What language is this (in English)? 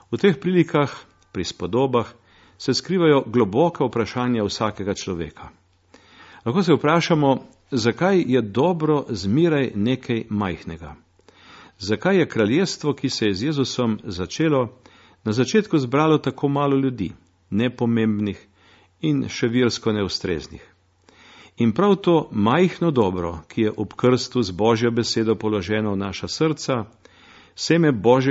Slovenian